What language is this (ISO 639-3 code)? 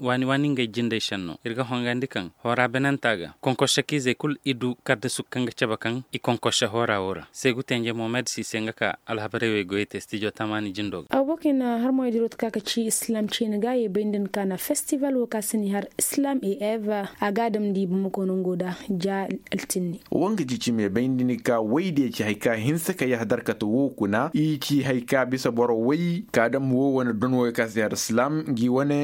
ses